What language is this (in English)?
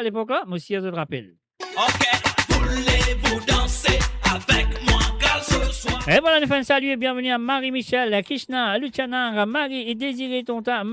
Morisyen